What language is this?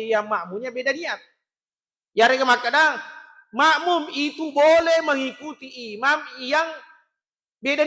Buginese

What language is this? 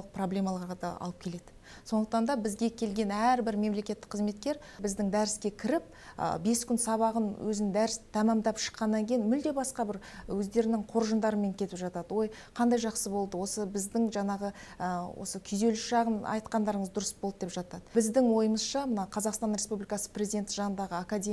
Kazakh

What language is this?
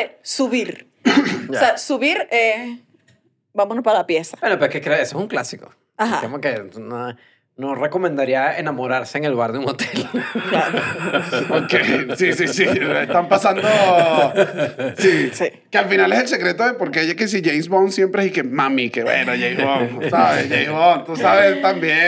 Spanish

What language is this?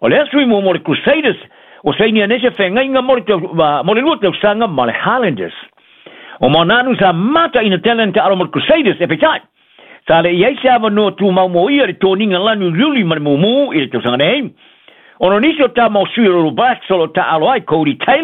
Samoan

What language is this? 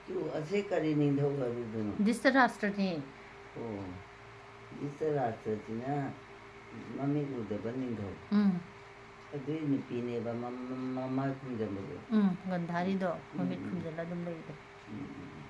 Manipuri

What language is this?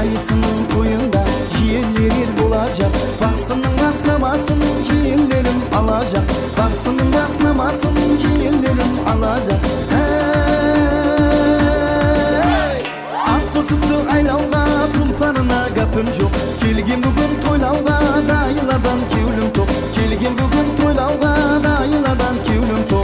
Kara-Kalpak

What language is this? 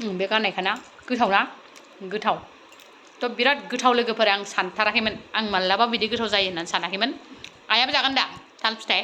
Bodo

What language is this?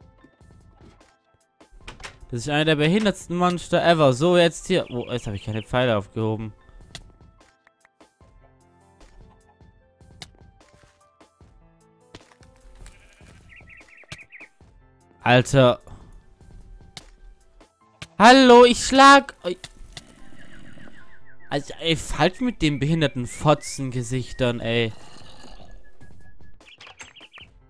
German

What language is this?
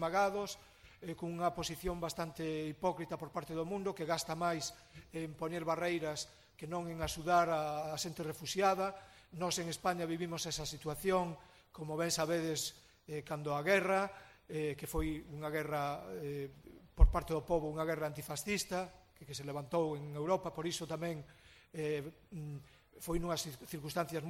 Galician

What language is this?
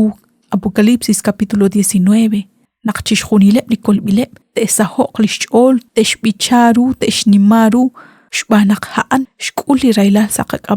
Kekchí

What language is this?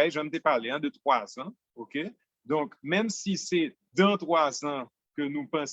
Haitian Creole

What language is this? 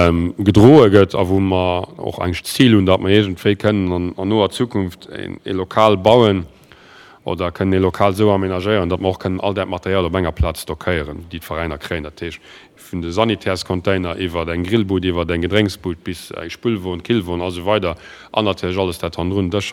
Luxembourgish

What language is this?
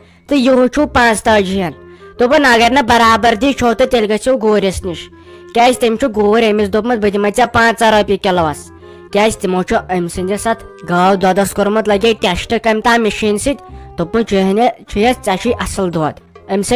Kashmiri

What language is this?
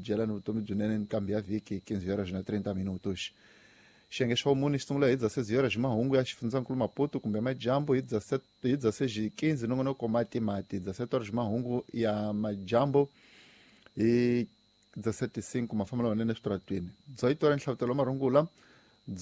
Tsonga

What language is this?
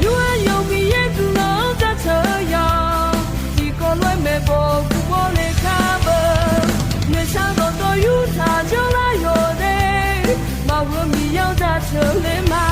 Akha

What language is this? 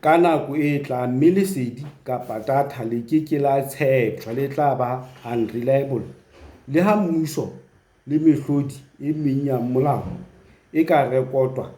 Southern Sotho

